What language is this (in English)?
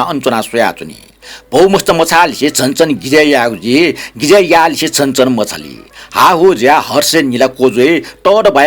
Newari